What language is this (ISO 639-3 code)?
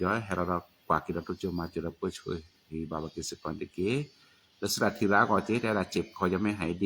ksw